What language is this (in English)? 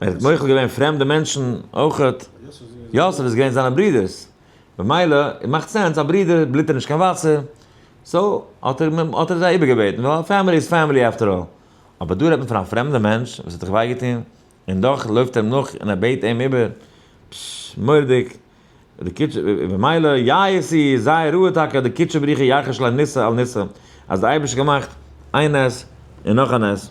Yiddish